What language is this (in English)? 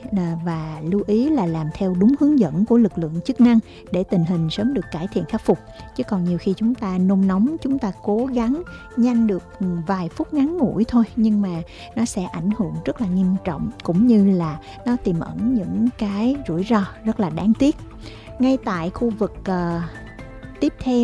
Vietnamese